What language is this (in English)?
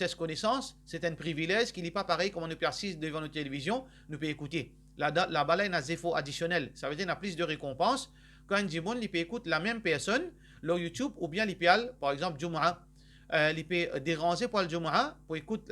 Morisyen